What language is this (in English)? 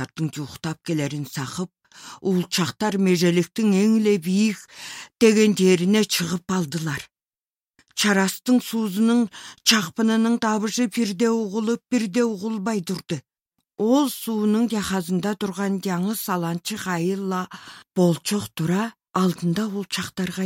Southern Altai